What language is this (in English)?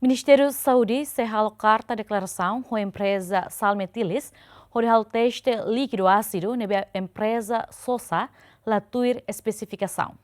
Tetum